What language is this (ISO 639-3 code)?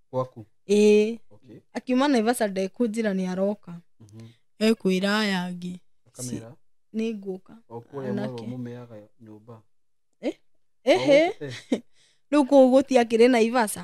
kik